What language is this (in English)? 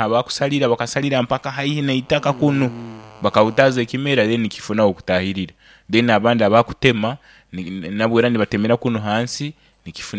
Nyoro